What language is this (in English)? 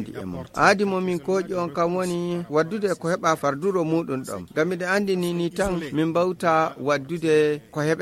Fula